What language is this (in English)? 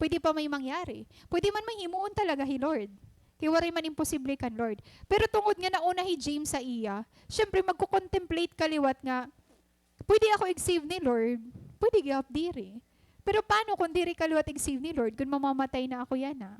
Waray